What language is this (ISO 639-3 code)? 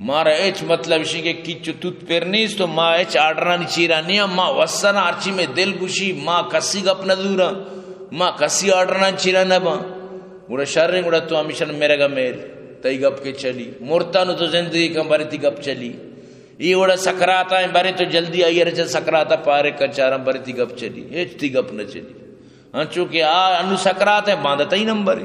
bgp